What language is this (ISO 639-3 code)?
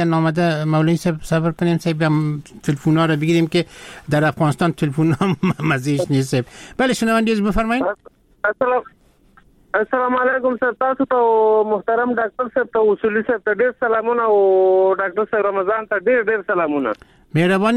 fas